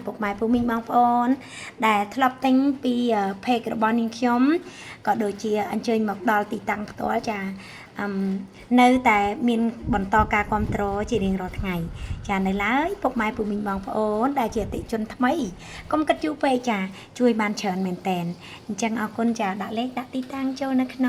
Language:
Khmer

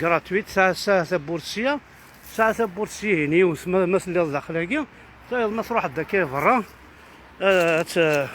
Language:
Kabyle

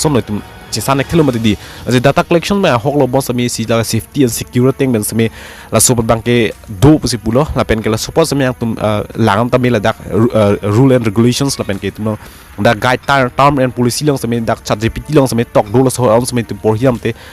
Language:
Karbi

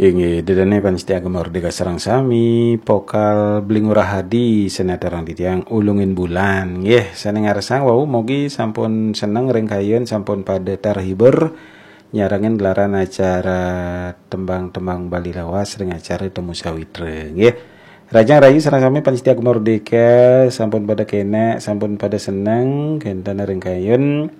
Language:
Balinese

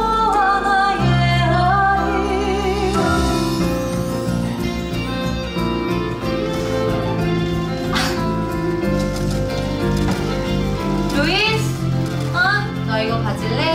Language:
Korean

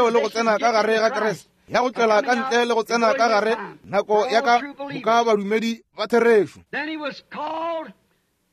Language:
Northern Sotho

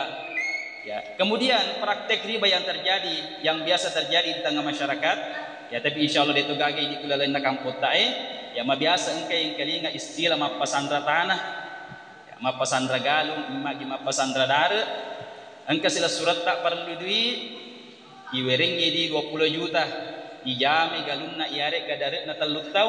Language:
Buginese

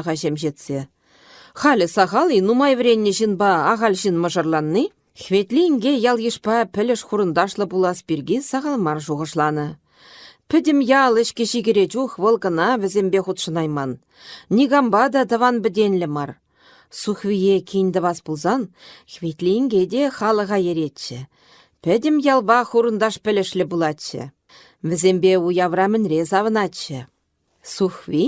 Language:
Chuvash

